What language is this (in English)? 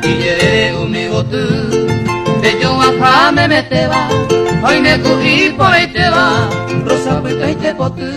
Guarani